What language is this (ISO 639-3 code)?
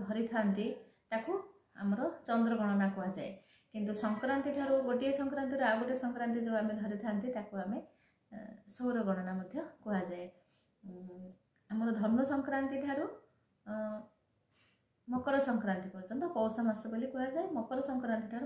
ori